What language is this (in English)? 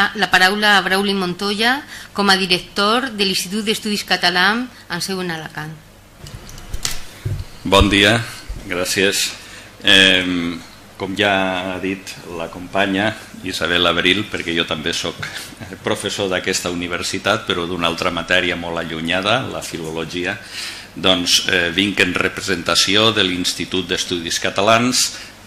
Catalan